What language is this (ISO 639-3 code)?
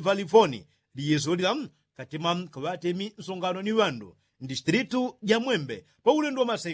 yao